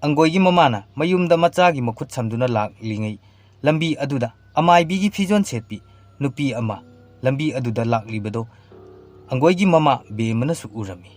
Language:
Manipuri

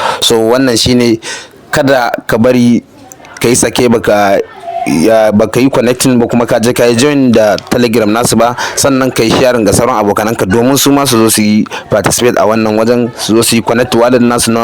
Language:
Hausa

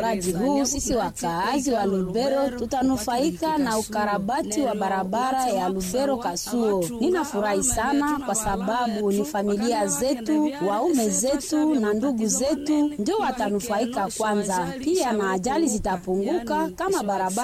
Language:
Swahili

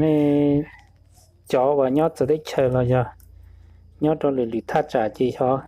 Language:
Hmong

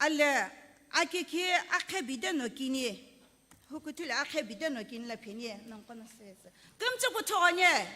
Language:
Sumi Naga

